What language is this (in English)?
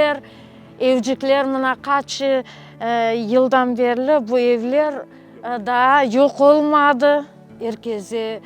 Crimean Tatar